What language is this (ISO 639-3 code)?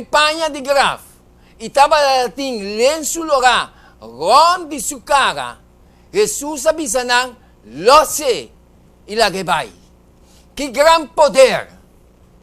pap